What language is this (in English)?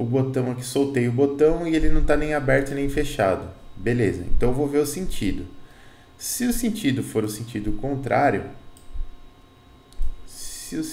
Portuguese